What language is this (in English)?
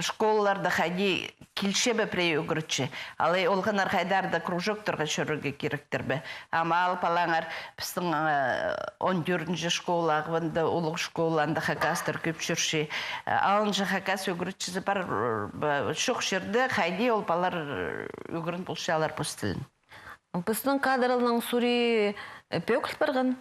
Khakas